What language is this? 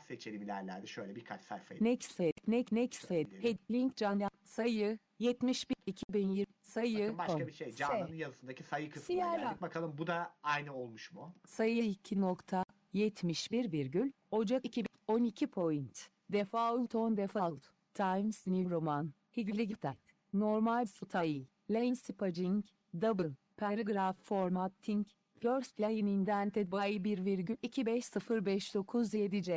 Turkish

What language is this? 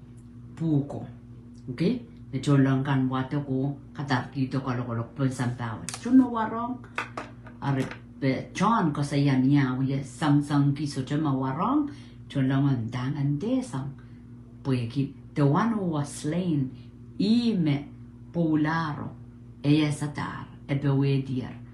Pohnpeian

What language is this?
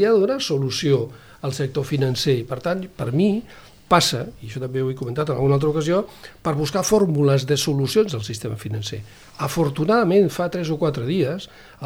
Catalan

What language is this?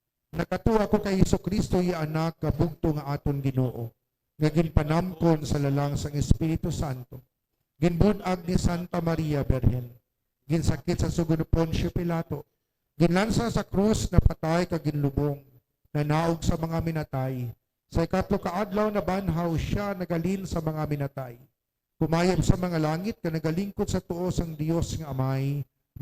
Hiligaynon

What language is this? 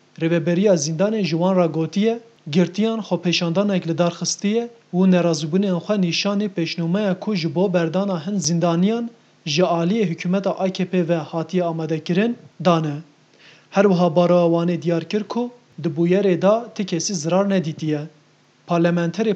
Kurdish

